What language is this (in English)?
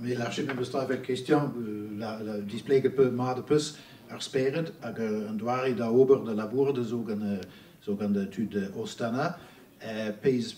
Breton